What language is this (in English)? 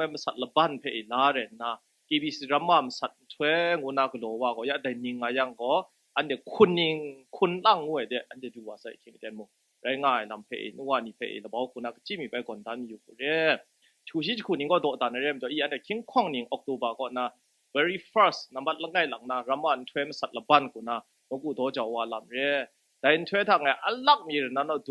Kachin